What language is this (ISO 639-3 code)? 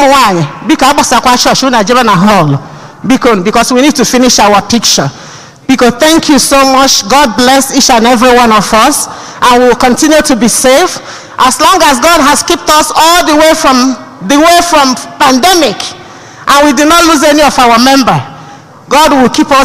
ibo